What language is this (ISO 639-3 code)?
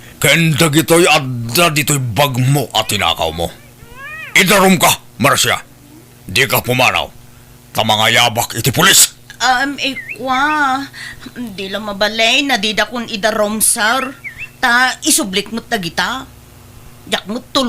ilo